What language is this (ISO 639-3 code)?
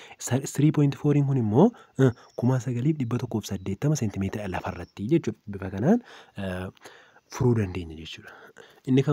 orm